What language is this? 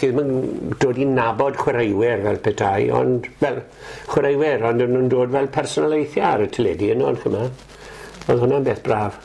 Welsh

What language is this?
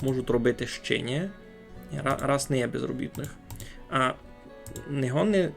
Rusyn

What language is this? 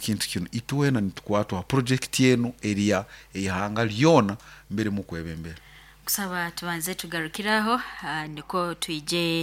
Nyoro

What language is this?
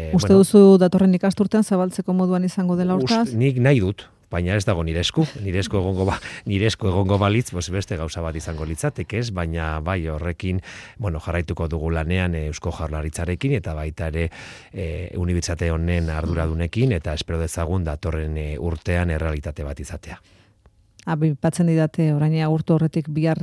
Basque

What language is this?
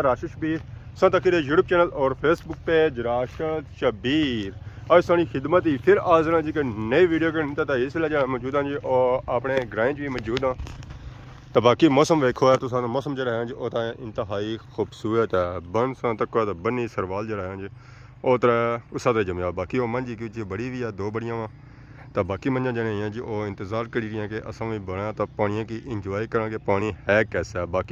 Pahari-Potwari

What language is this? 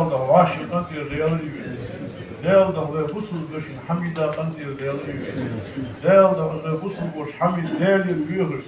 Ingush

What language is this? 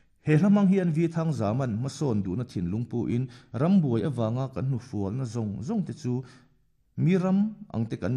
Mizo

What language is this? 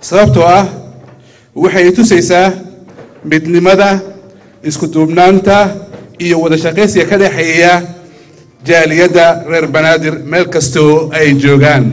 Somali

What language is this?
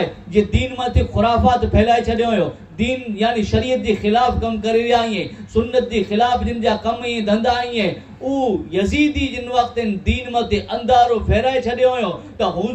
Kachhi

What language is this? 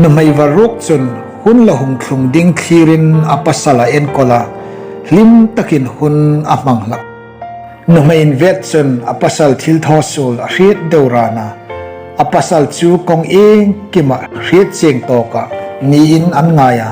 Hmar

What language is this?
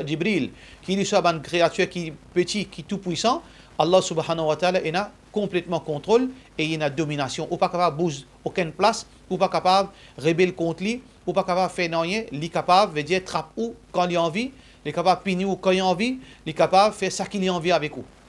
Morisyen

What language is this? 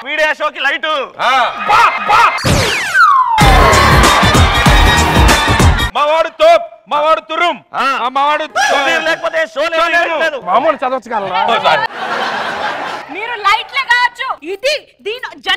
Telugu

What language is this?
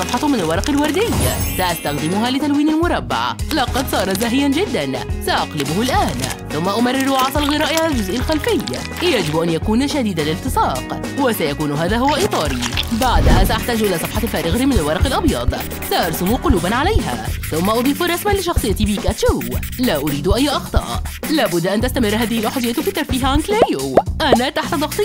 Arabic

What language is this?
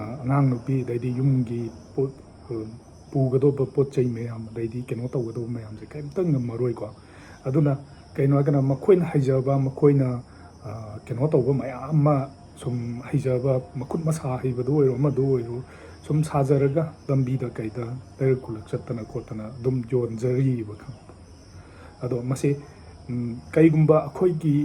Manipuri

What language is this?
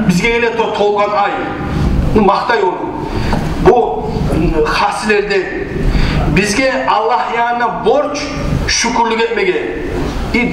Kumyk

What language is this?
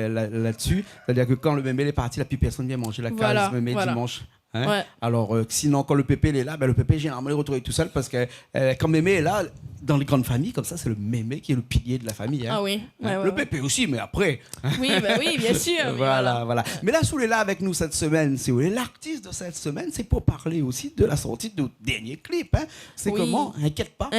Réunion Creole French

